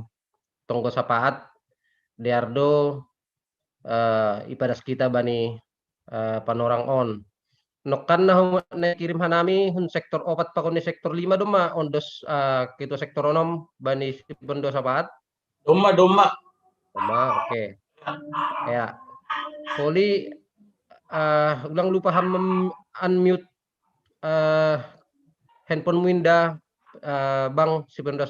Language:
Batak Simalungun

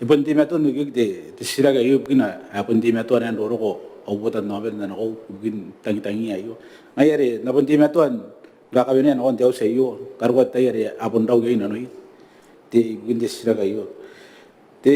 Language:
Gilbertese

